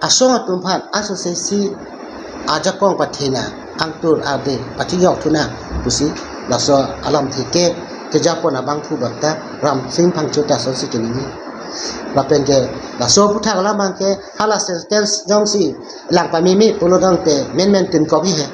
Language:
Karbi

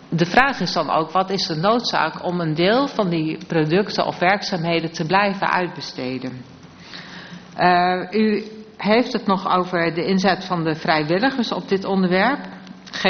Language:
Dutch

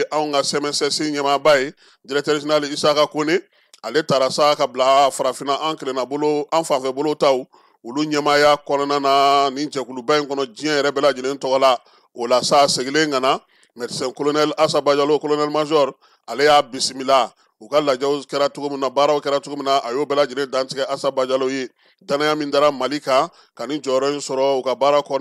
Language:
Bambara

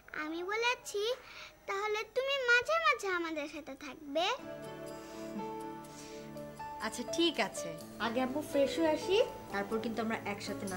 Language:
Bangla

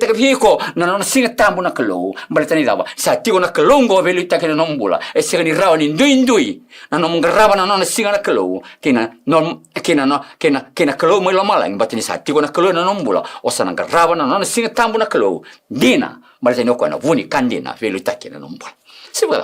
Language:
Fijian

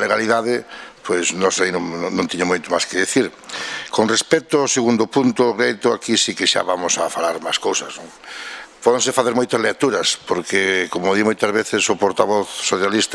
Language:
Galician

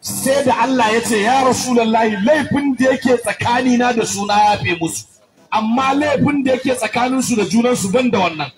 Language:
Hausa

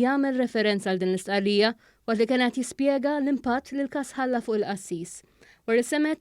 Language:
Maltese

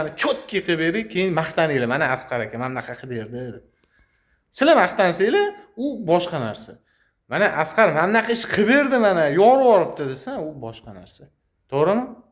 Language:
Uzbek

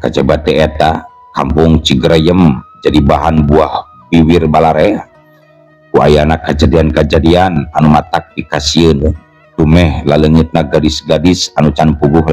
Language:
Sundanese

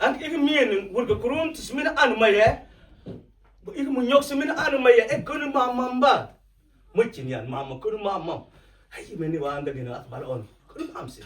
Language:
Mabaan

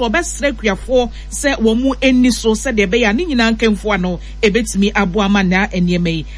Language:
Akan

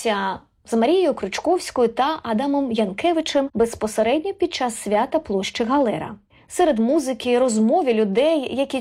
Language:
Ukrainian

